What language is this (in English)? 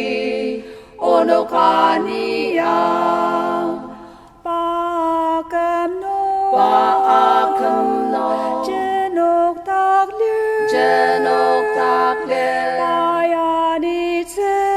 Ao Naga